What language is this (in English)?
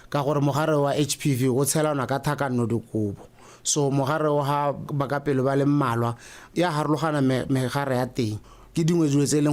Tswana